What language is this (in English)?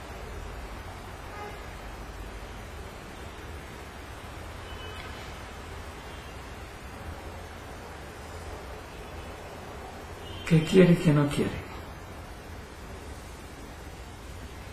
Spanish